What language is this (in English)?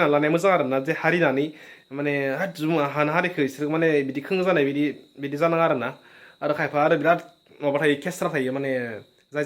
Bodo